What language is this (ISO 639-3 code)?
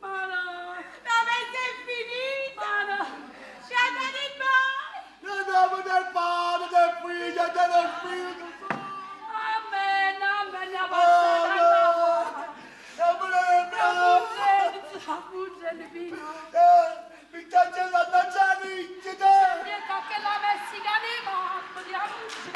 nap